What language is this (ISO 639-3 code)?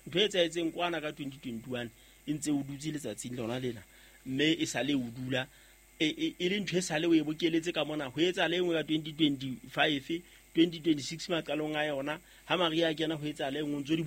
sot